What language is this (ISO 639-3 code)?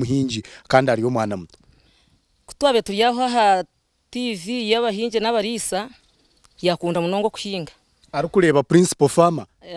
nyn